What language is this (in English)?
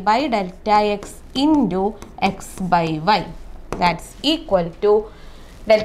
Malayalam